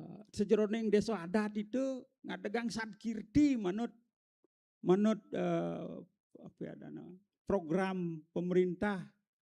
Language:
Balinese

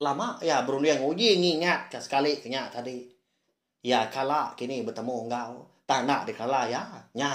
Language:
Iban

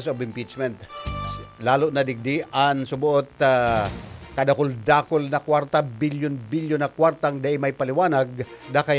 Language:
Bikol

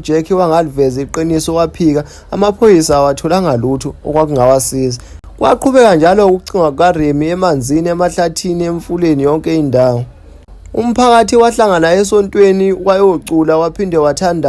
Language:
Zulu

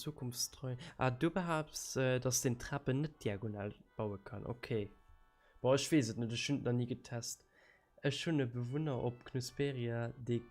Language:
Luxembourgish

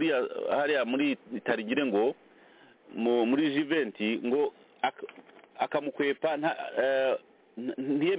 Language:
Kinyarwanda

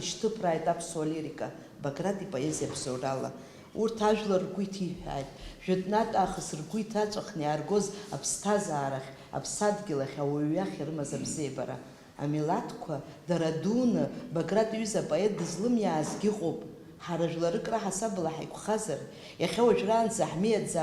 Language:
Abkhazian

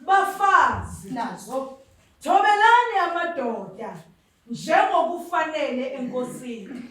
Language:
Zulu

